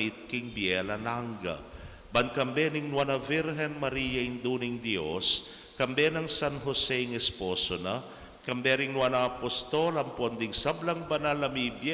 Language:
Pampanga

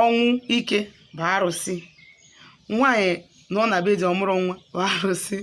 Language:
Igbo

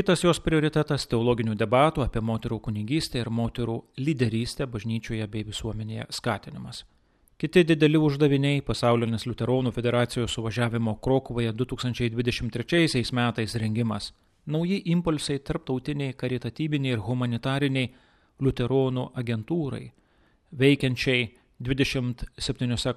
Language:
Lithuanian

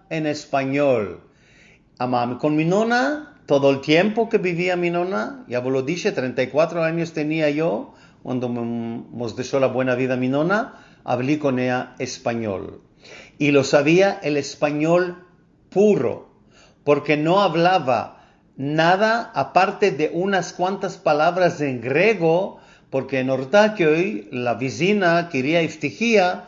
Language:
Ladino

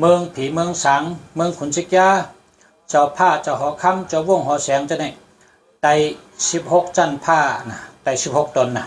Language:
Shan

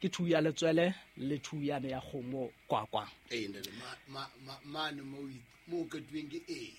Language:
Southern Sotho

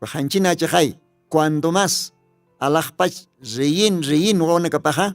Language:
Aymara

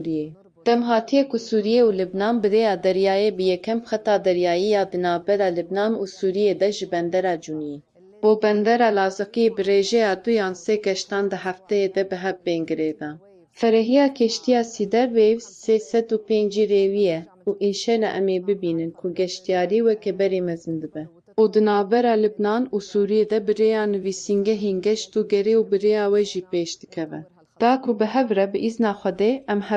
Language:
Kurdish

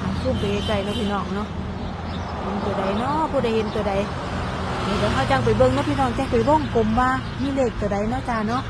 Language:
Northeastern Thai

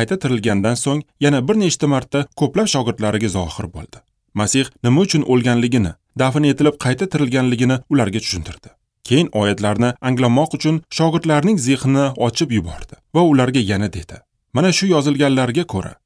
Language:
Uzbek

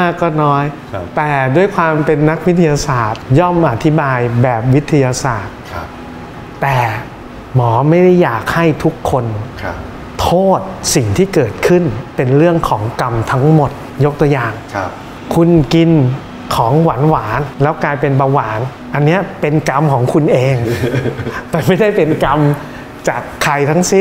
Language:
Thai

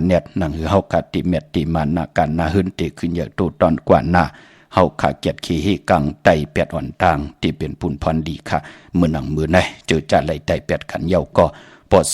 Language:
Shan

